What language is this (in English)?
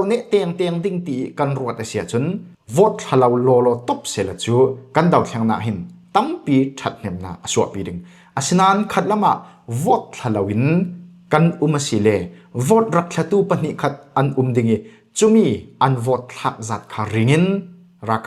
Falam Chin